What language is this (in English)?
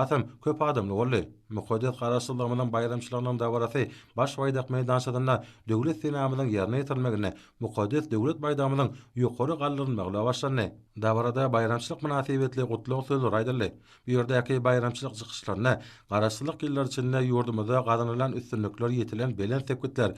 Turkmen